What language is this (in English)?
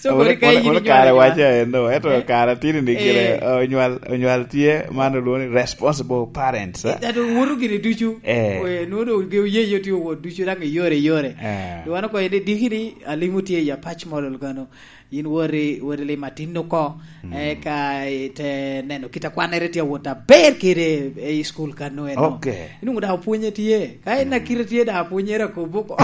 Lango (Uganda)